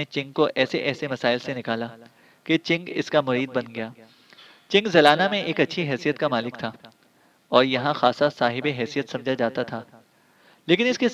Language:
Urdu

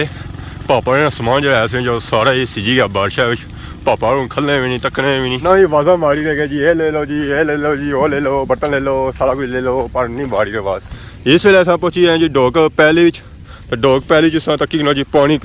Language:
Pahari-Potwari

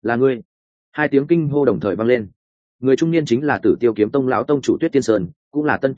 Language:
Vietnamese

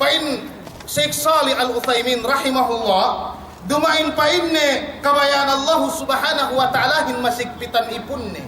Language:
Yakan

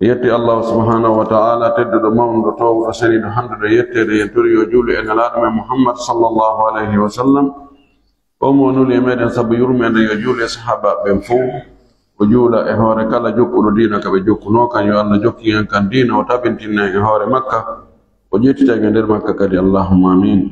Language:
Pular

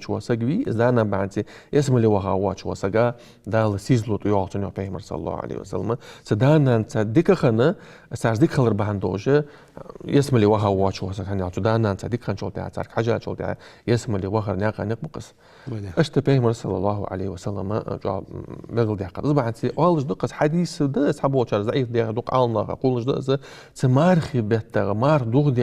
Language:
Ingush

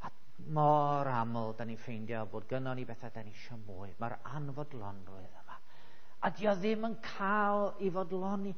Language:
Welsh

